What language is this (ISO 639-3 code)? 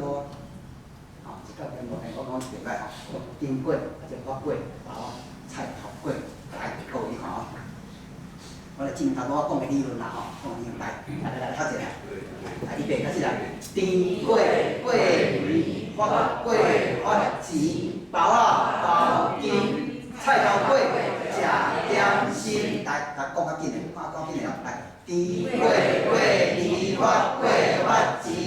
nan